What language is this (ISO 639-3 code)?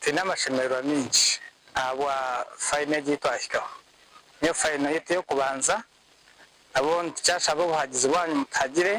nyn